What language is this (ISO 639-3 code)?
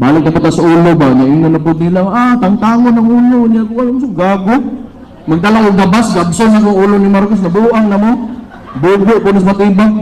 ceb